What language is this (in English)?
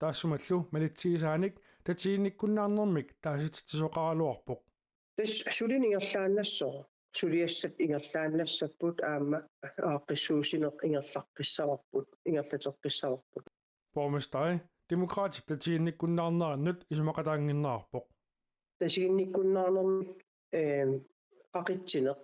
Kalaallisut